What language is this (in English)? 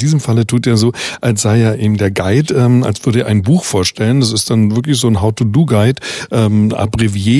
German